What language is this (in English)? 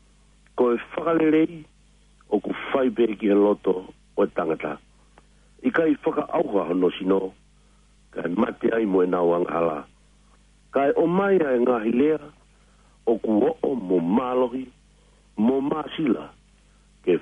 Tongan